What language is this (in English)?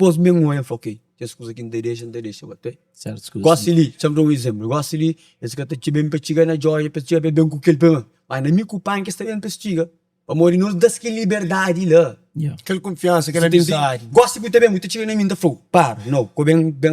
Kabuverdianu